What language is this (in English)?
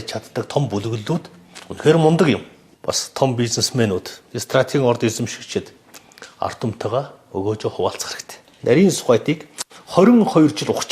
Mongolian